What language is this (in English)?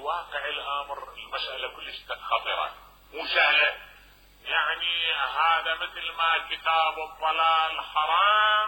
Mesopotamian Arabic